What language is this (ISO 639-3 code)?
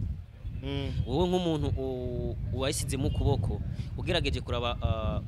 run